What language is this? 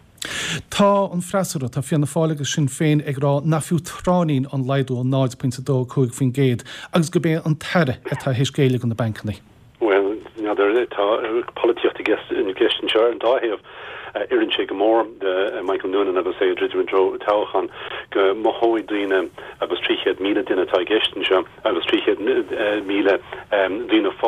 Irish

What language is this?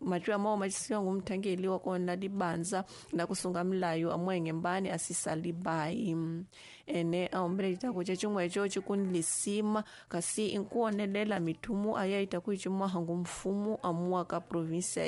Tsonga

